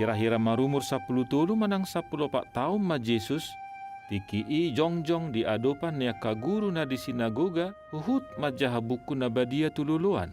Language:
Batak Toba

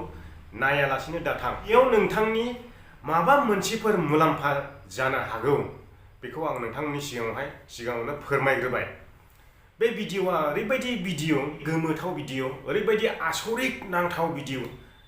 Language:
Bodo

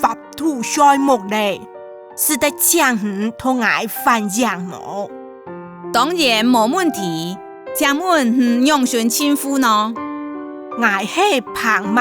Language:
Hakka Chinese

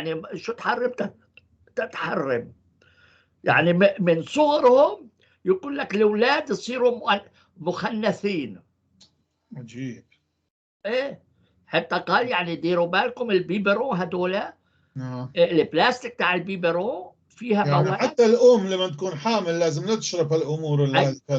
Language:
North Levantine Arabic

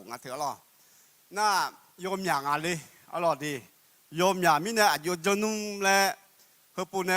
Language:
Akha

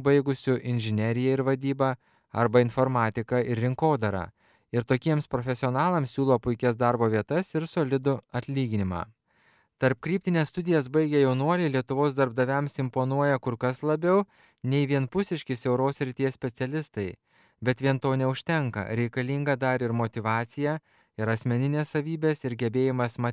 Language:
Lithuanian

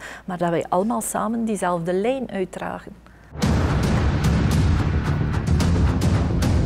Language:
Dutch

